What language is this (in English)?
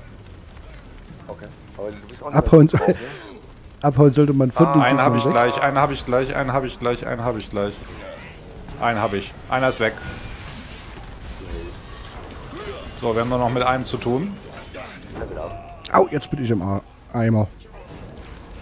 German